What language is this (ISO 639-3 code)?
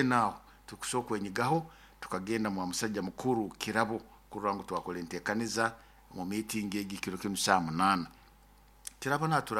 nyo